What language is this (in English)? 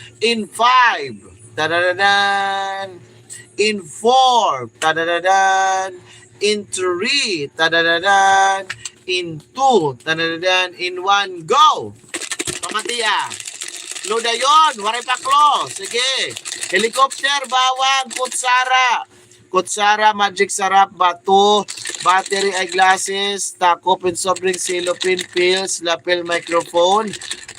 Waray